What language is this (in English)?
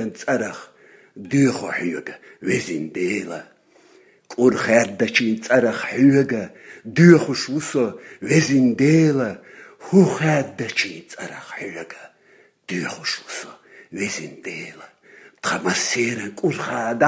Chechen